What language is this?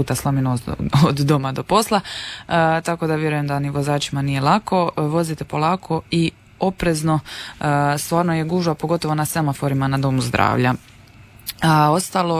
Croatian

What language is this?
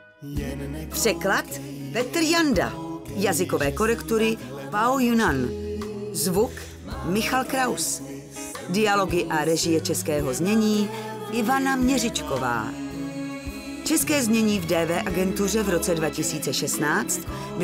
Czech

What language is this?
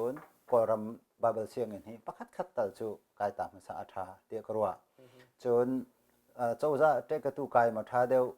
Hakha Chin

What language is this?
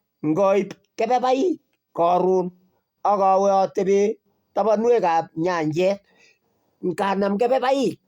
Kalenjin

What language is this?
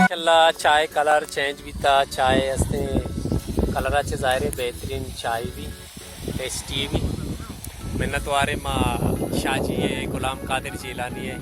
Baluchi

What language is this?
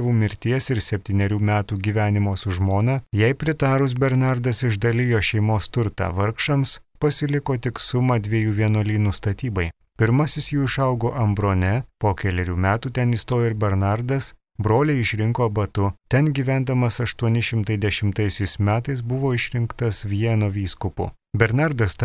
Lithuanian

